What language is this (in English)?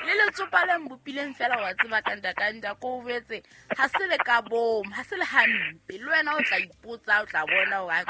Southern Sotho